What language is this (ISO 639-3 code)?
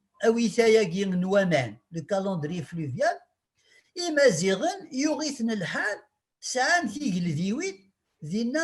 kab